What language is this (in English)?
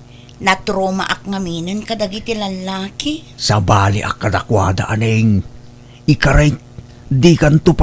Iloko